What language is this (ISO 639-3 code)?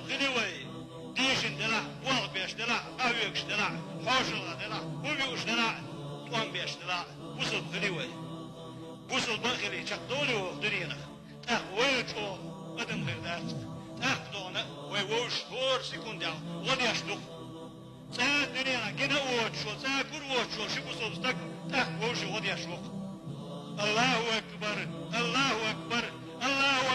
che